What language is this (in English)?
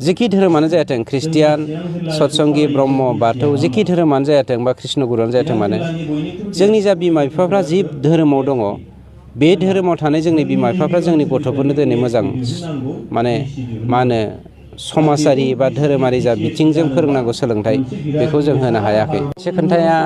Bodo